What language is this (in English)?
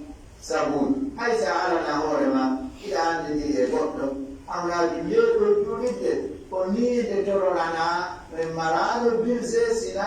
Pular